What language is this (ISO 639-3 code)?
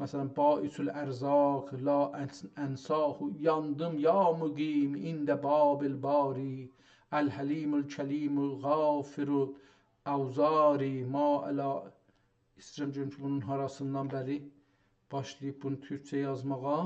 azb